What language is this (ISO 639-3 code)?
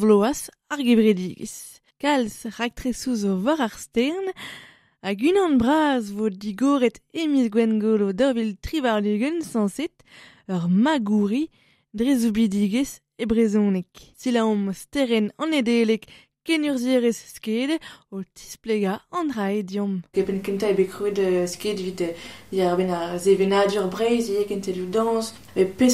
bre